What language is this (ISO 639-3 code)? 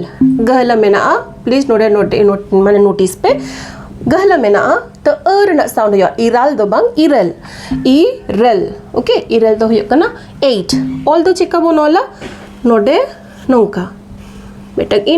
sat